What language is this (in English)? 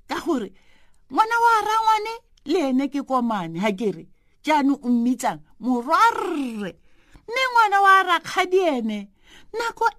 Tswana